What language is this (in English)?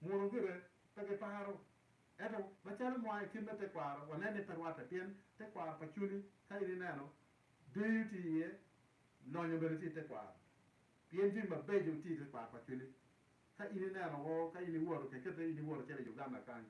Acoli